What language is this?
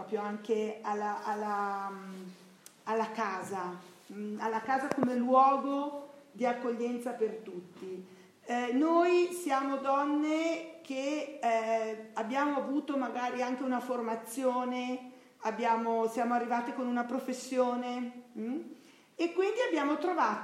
Italian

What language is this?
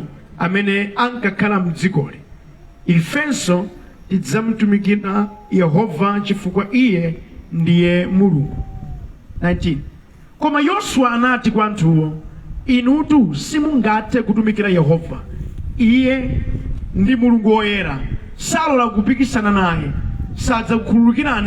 Nyanja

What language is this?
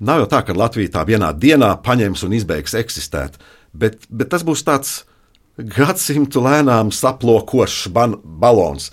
Latvian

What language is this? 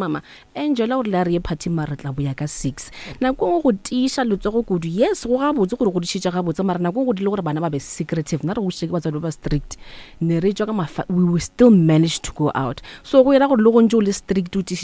Northern Sotho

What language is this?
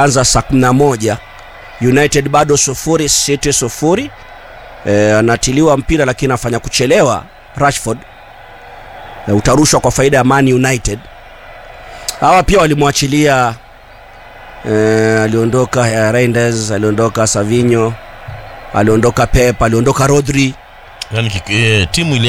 Swahili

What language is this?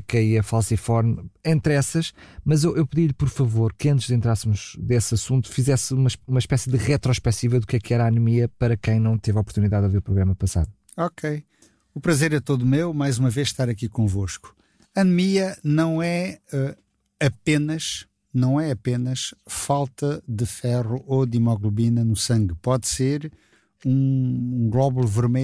Portuguese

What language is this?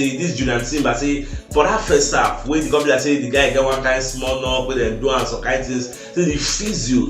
Nigerian Pidgin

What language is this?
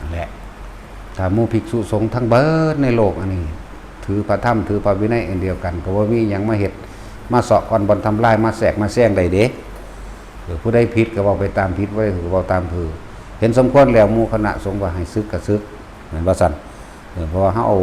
Northeastern Thai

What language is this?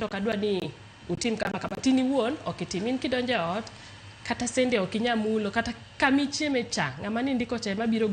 Luo (Kenya and Tanzania)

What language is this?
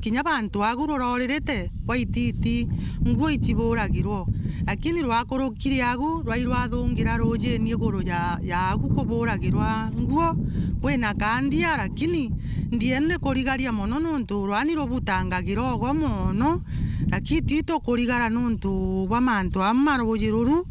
Meru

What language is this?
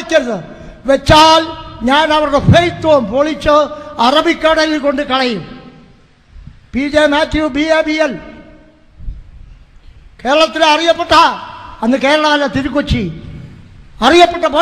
Malayalam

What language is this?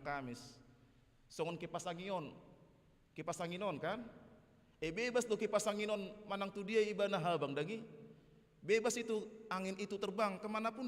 Batak Toba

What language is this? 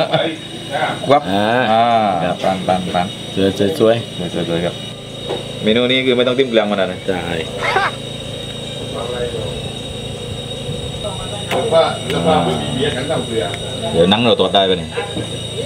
Thai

